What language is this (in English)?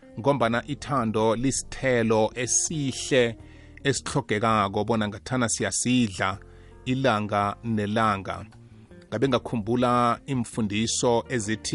South Ndebele